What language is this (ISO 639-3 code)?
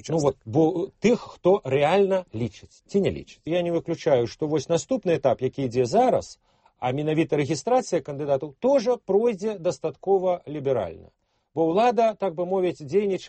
bel